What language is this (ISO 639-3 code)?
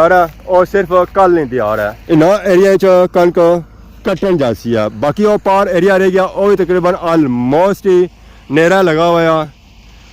phr